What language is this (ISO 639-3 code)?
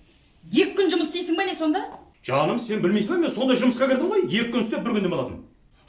kaz